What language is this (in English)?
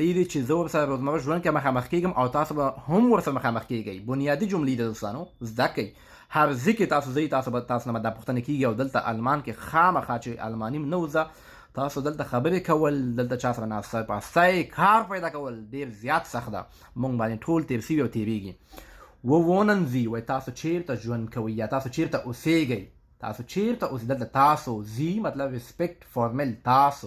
Pashto